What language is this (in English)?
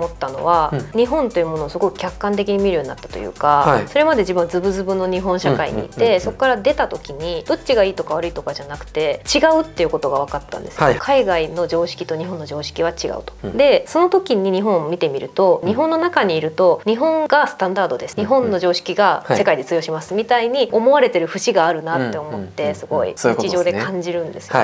Japanese